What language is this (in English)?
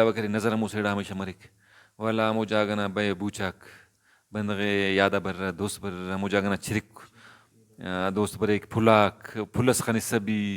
Brahui